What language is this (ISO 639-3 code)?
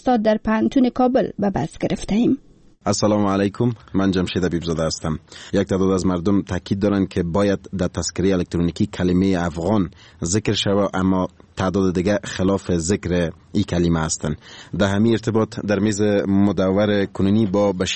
fas